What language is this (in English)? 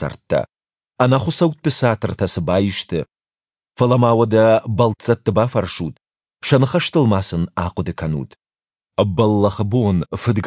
Ossetic